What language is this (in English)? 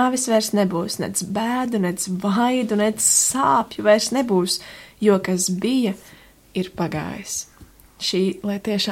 Latvian